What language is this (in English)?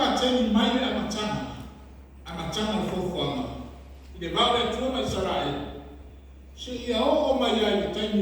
Samoan